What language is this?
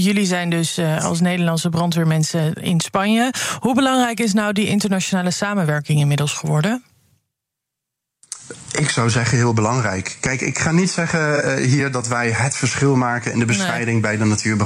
Dutch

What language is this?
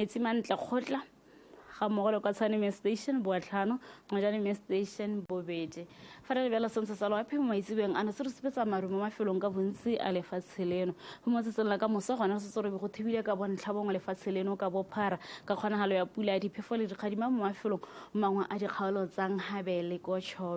Tswana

